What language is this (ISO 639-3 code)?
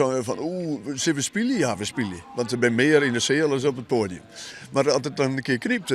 fry